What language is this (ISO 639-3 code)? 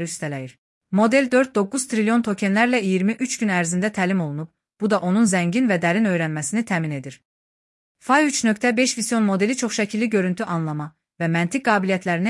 aze